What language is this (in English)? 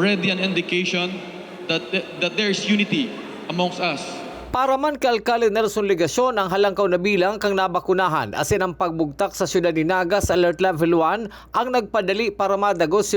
Bikol